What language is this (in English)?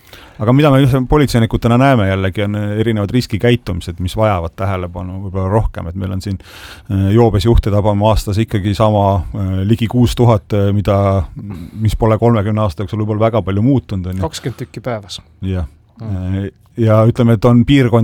Estonian